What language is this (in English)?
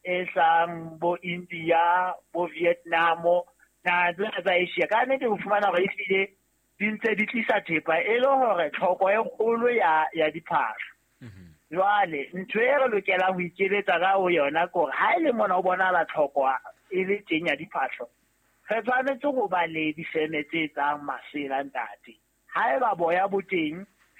Southern Sotho